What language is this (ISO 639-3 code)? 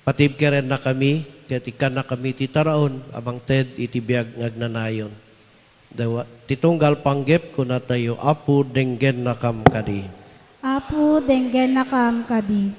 ilo